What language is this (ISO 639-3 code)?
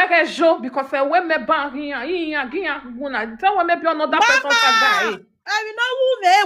pcm